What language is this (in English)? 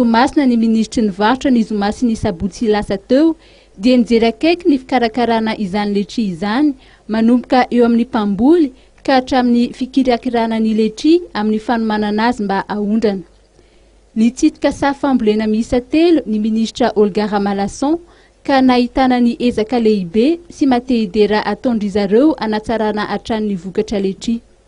Malagasy